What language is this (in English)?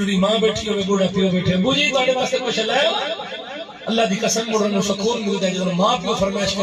Saraiki